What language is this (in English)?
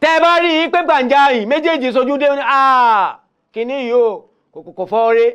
Yoruba